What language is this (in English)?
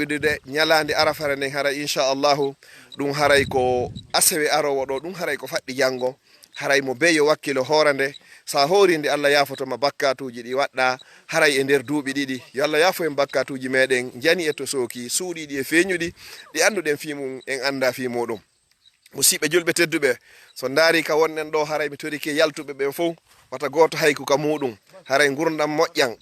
Fula